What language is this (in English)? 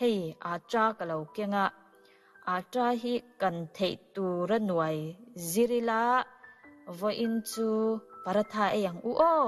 Mizo